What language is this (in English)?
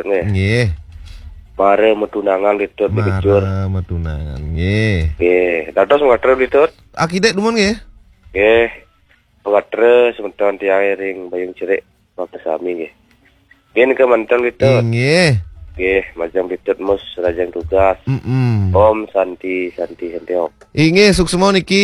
Balinese